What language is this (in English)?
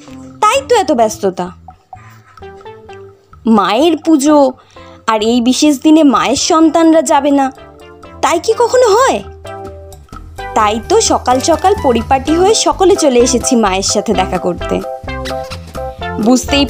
Bangla